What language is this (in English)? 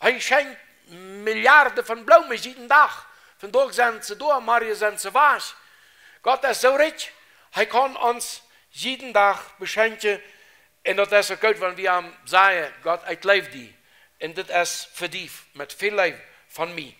Plautdietsch